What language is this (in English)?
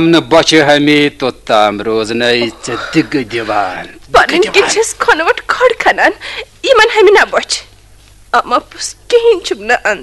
Kashmiri